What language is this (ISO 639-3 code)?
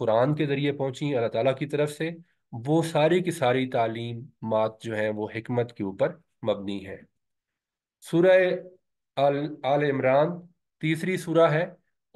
urd